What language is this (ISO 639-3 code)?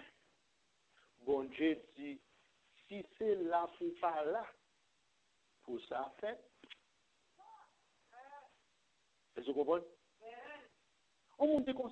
fra